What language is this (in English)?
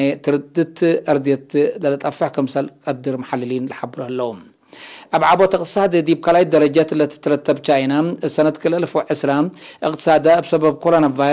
Tigre